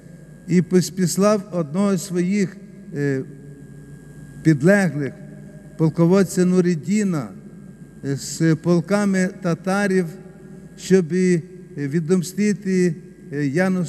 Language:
Ukrainian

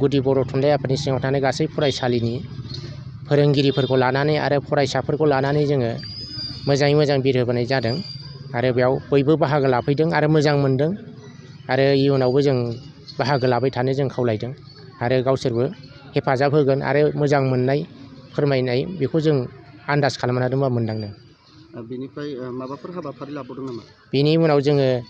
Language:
Bodo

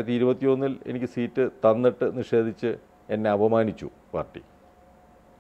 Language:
Malayalam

